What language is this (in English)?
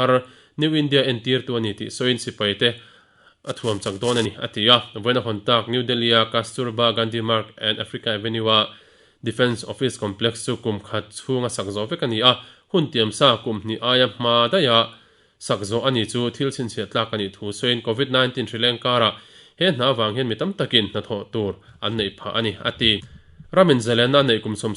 Mizo